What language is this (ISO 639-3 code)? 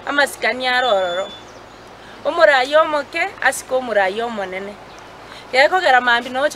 guz